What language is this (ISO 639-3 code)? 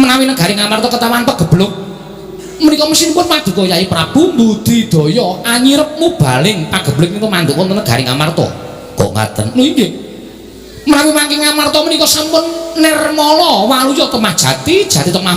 jav